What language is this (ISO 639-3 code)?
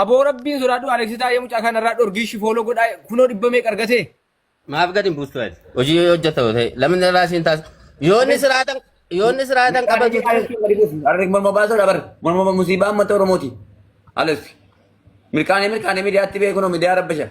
orm